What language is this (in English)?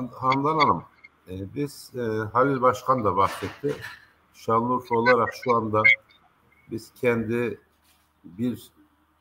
Turkish